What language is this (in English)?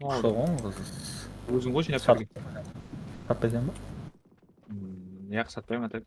Kara-Kalpak